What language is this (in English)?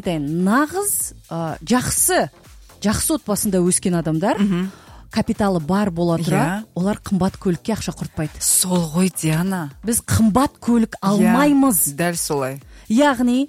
Kazakh